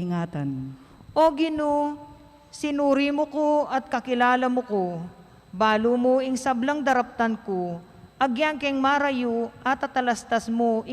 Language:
Pampanga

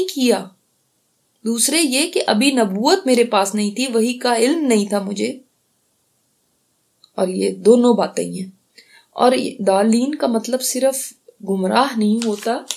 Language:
Urdu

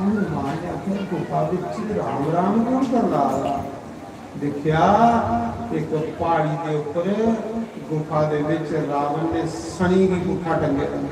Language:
Dogri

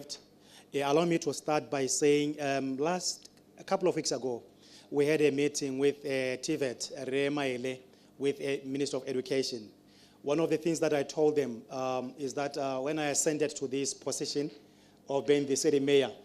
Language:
Tswana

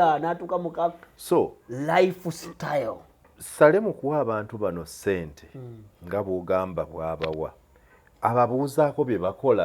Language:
Ganda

